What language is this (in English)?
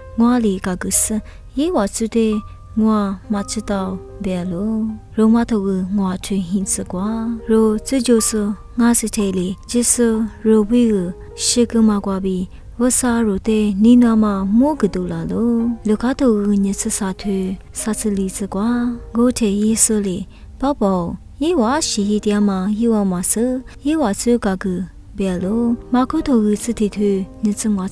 Lisu